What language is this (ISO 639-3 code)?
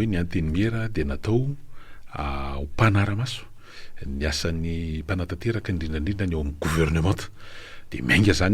mlg